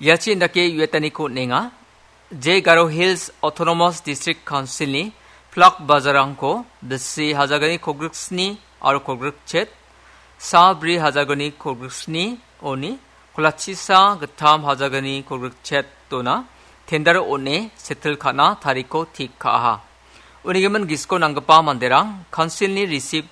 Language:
Garo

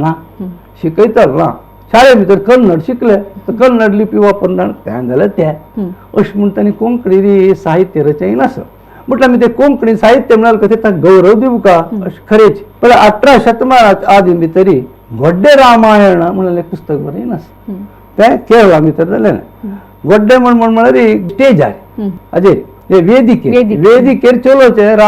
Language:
Konkani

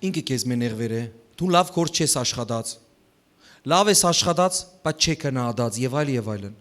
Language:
Western Armenian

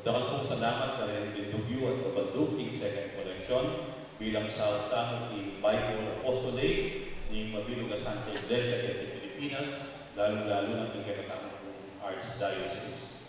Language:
Pampanga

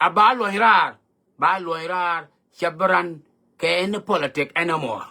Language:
Nuer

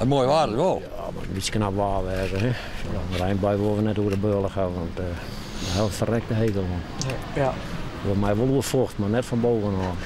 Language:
Western Frisian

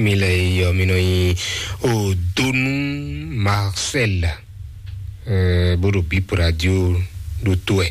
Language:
Fon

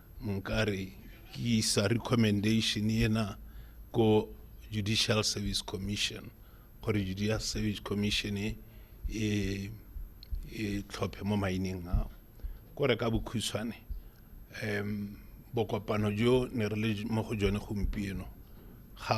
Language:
Tswana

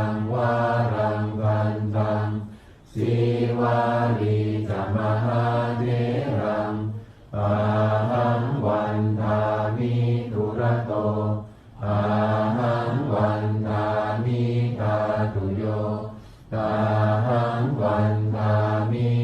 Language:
Pali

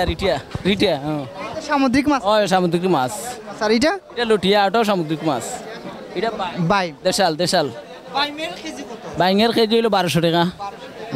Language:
Bangla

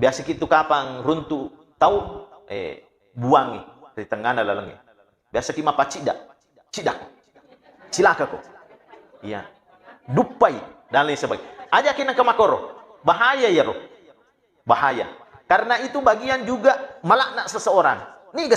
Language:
Buginese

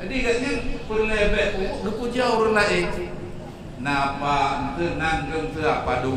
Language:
Achinese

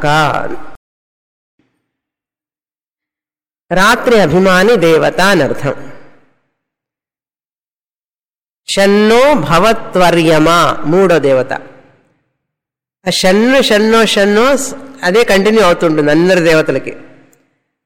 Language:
Telugu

